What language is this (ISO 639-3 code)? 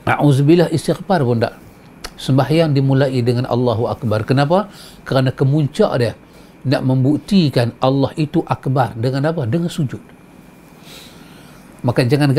msa